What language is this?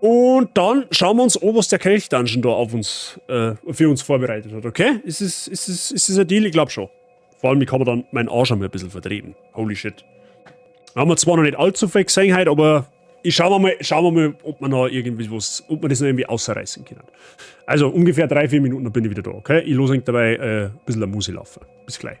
Bavarian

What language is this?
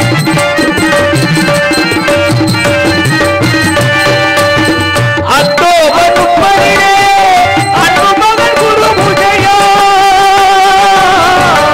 Tamil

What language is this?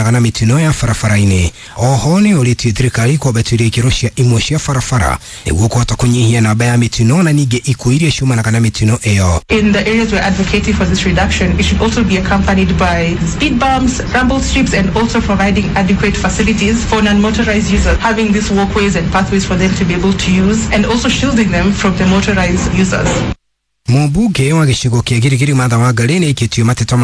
Kikuyu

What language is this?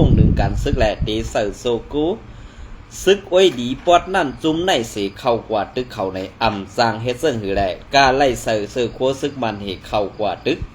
Shan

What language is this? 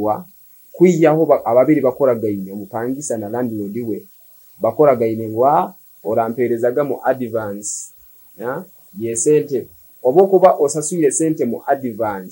Nyoro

